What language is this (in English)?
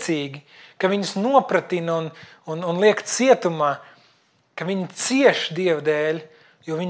Latvian